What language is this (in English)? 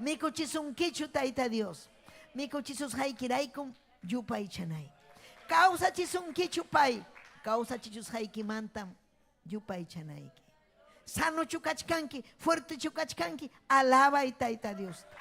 Ayacucho Quechua